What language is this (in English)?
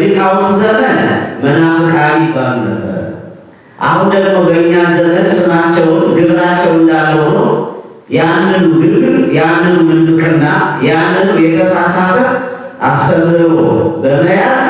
Amharic